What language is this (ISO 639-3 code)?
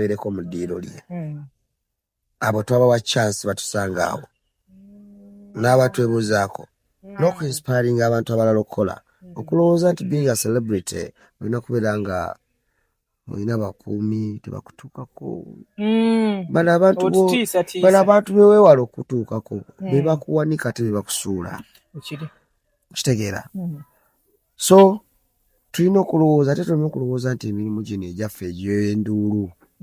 lug